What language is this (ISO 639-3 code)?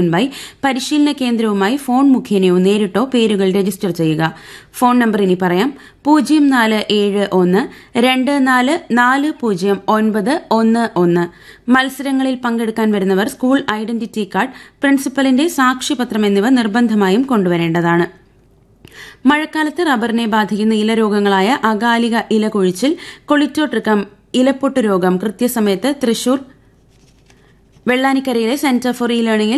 mal